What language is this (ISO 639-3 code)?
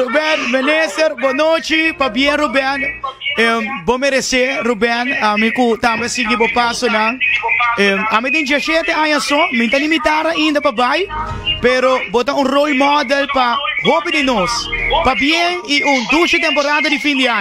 pap